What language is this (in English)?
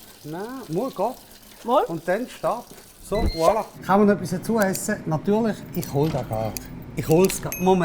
Swiss German